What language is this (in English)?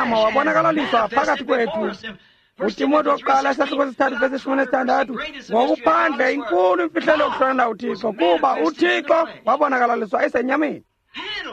Xhosa